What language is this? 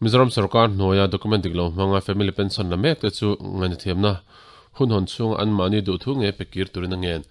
Mizo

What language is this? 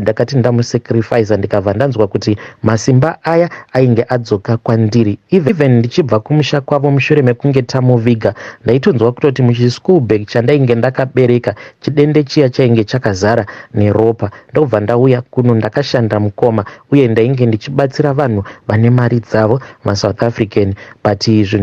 Shona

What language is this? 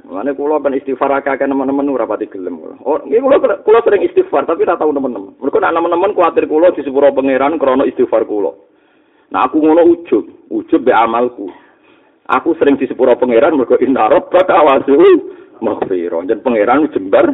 Javanese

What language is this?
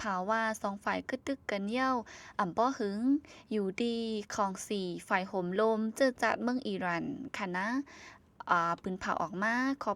Shan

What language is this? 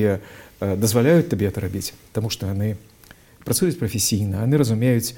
Belarusian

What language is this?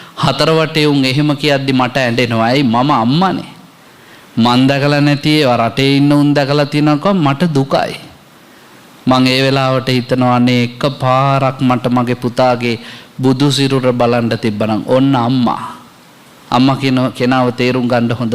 Sinhala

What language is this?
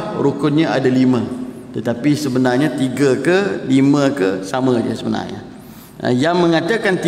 Malay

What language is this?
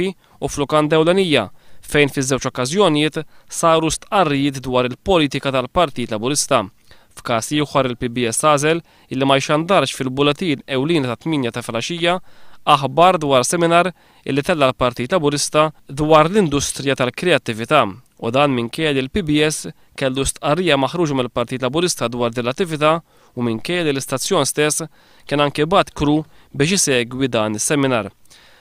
Maltese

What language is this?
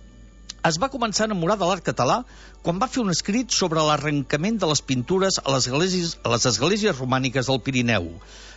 Catalan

